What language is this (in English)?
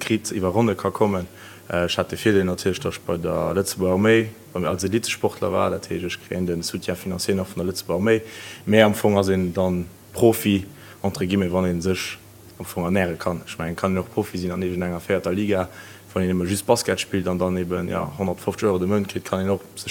Luxembourgish